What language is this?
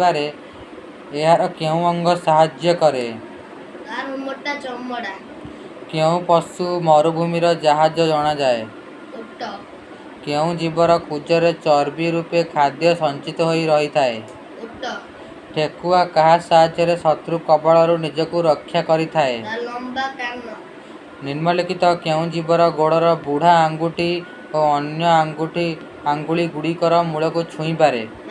Odia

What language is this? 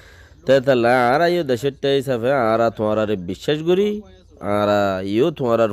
Rohingya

